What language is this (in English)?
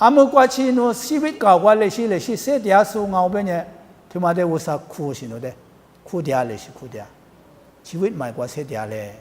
Lisu